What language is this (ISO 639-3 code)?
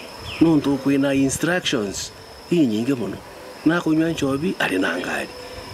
mer